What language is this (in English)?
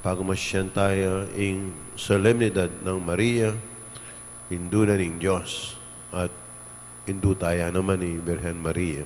Pampanga